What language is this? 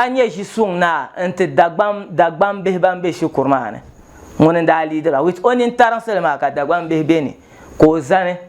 Dagbani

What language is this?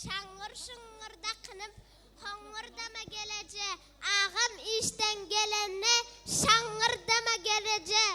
Turkmen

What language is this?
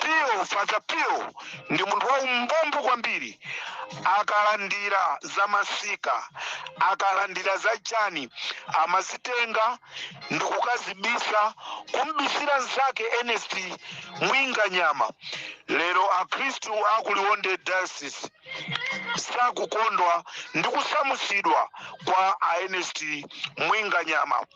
Nyanja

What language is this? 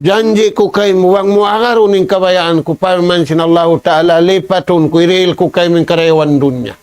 Tausug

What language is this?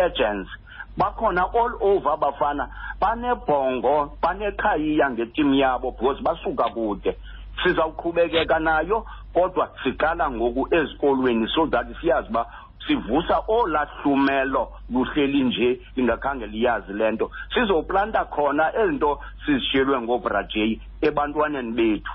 Xhosa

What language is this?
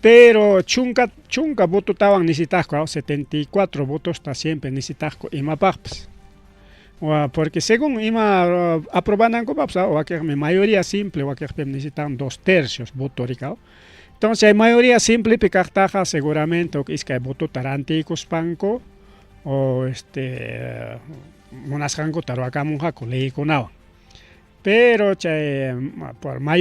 Ayacucho Quechua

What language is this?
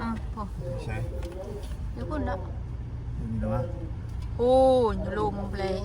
Northeastern Thai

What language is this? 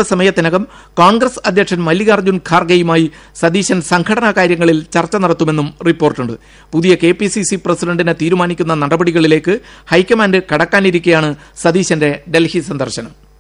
Malayalam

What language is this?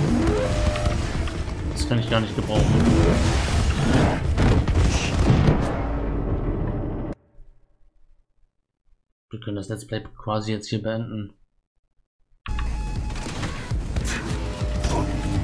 German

